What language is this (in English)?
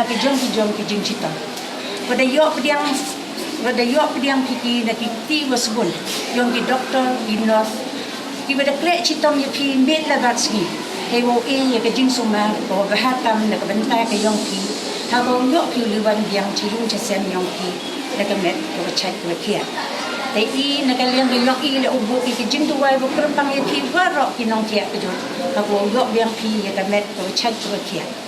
Pnar